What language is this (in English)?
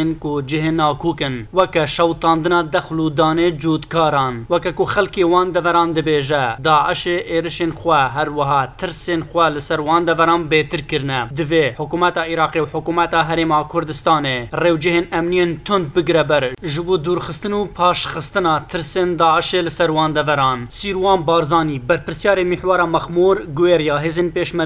Kurdish